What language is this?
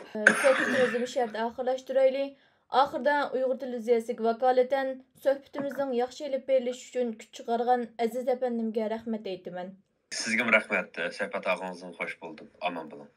Uyghur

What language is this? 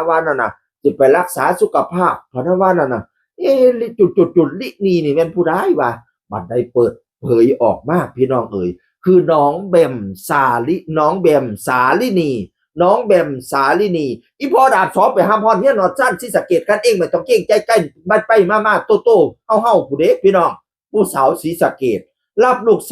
Northeastern Thai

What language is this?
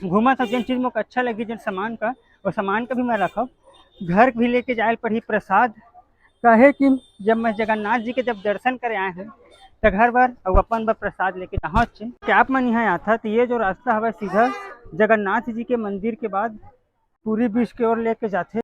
Chhattisgarhi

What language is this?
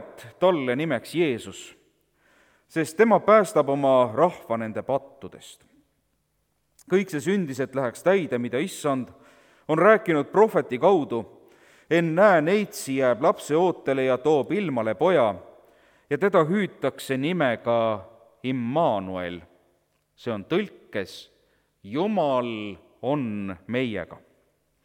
Estonian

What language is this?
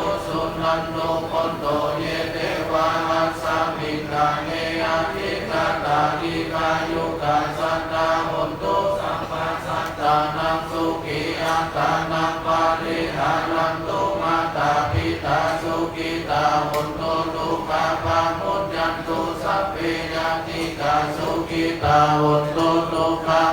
Pali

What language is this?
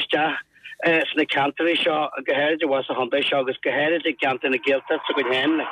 Irish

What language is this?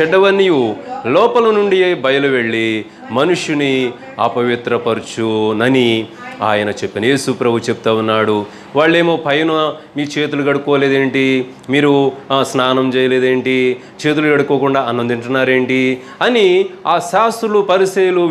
Telugu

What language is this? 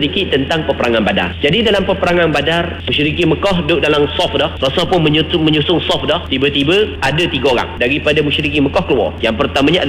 Malay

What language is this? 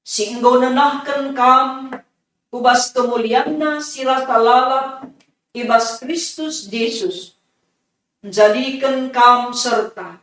Batak Karo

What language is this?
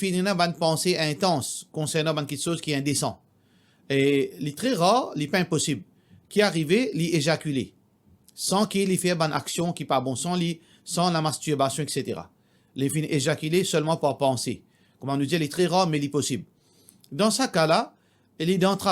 Morisyen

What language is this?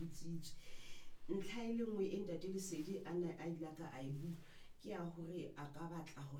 Southern Sotho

